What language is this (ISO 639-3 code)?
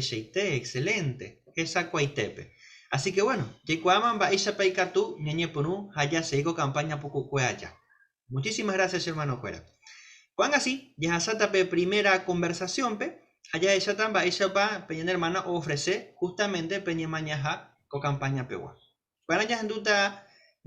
grn